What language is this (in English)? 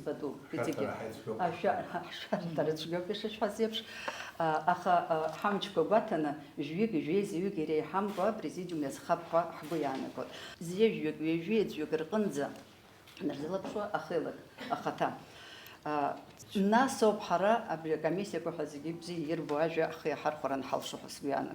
Abkhazian